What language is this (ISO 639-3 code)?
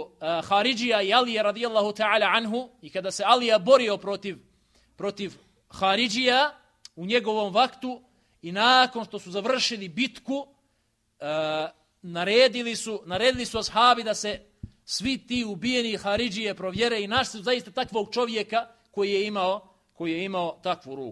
bos